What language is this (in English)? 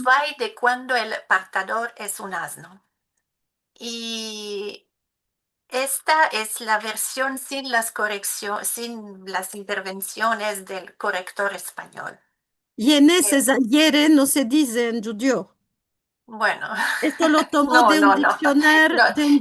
Ladino